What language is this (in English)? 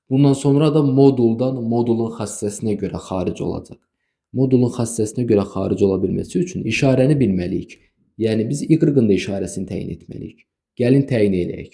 Azerbaijani